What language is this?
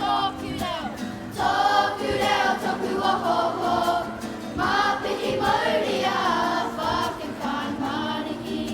Māori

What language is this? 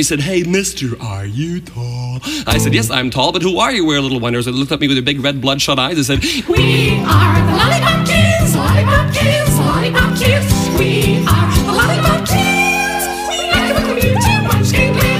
English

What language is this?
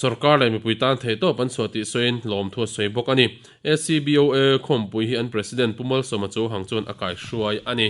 Mizo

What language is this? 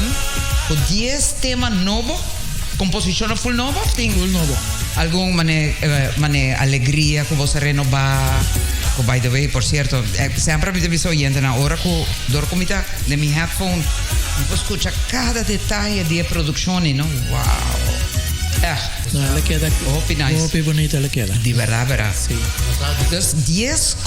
Papiamento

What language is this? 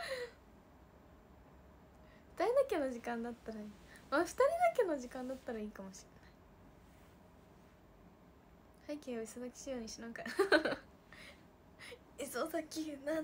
Japanese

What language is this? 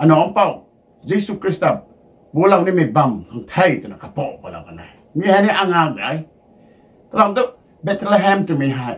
Rongmei Naga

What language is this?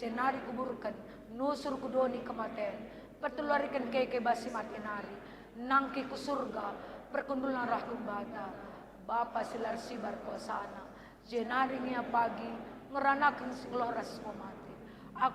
Batak Karo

